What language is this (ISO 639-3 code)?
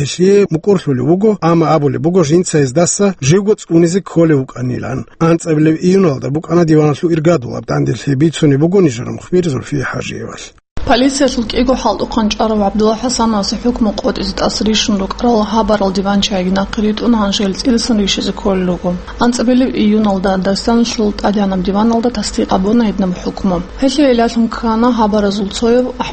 ava